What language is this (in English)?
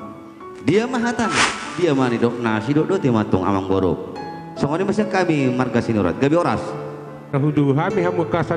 Batak Toba